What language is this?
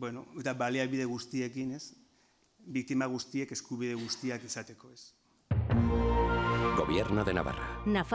Basque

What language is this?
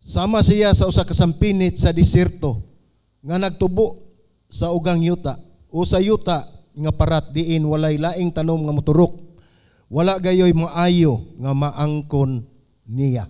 Cebuano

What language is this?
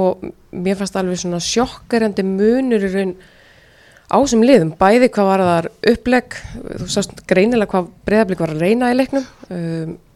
Icelandic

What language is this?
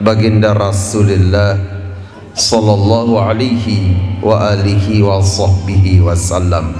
Sasak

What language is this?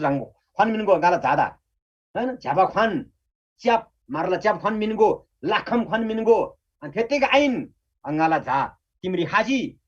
Eastern Tamang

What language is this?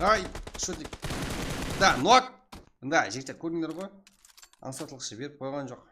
Kara-Kalpak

